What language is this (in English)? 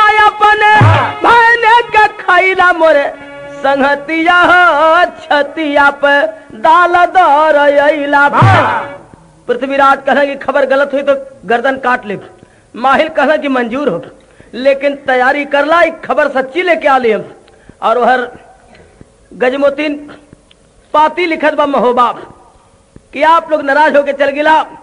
Bhojpuri